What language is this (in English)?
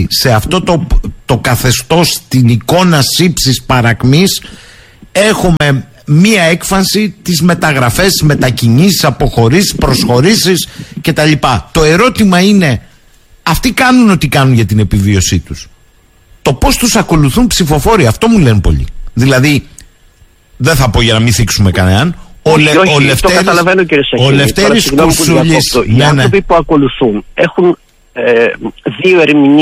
Greek